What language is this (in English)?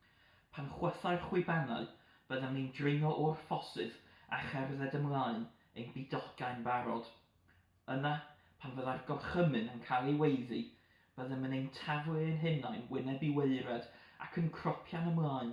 Welsh